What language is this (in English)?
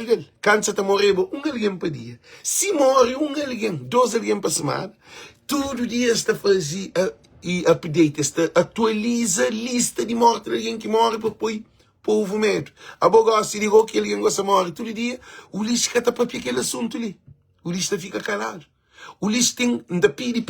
Kabuverdianu